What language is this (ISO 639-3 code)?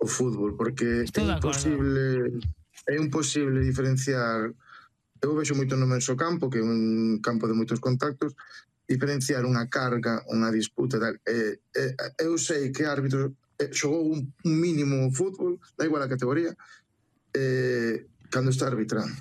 glg